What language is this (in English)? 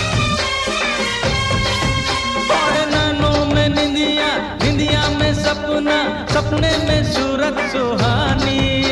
Hindi